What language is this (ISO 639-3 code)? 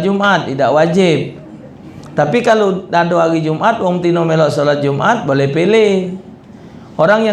mui